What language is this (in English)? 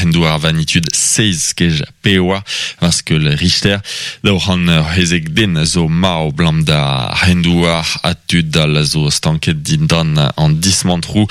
Breton